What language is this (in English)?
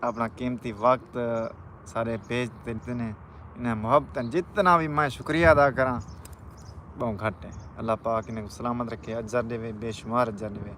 Saraiki